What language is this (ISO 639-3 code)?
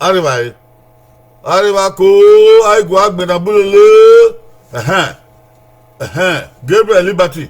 bin